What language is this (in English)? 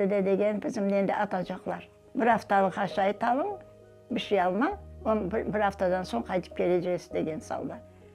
Crimean Tatar